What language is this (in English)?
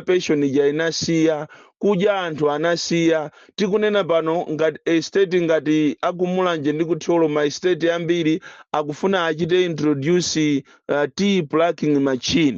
Nyanja